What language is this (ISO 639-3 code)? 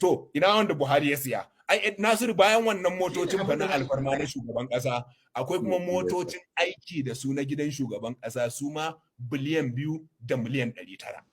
hau